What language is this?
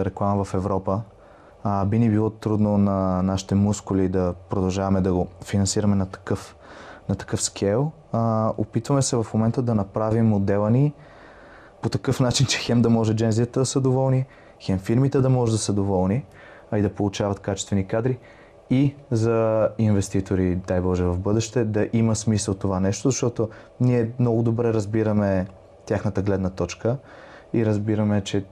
Bulgarian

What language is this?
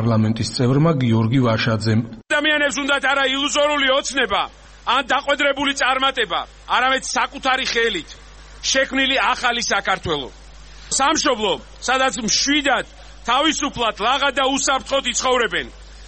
Georgian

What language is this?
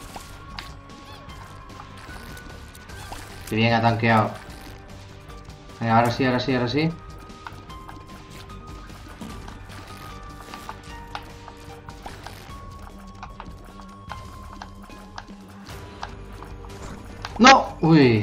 Spanish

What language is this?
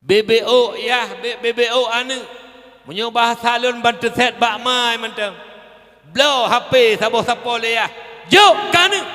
Achinese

